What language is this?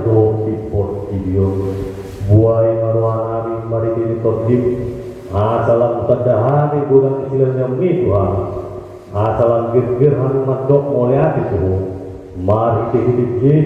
Batak Toba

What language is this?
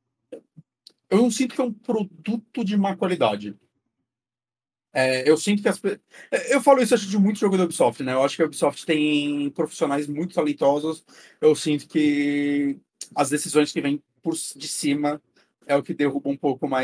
Portuguese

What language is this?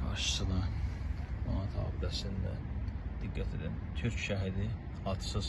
Azerbaijani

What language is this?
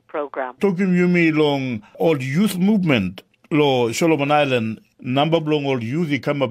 Tok Pisin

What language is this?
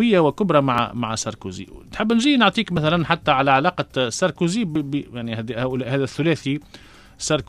Tunisian Arabic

